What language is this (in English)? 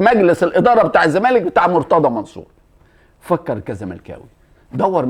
Egyptian Arabic